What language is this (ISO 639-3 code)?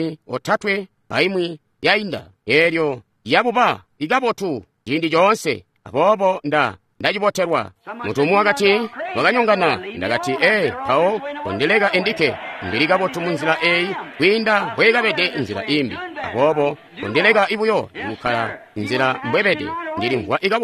toi